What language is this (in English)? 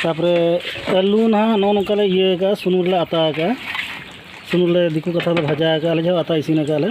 Santali